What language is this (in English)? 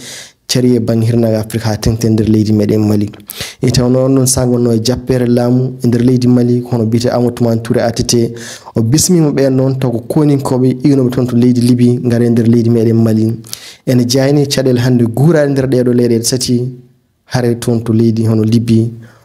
Fula